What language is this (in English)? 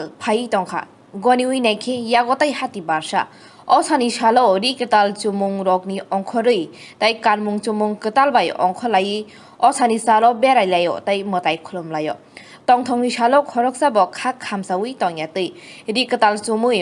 Kok Borok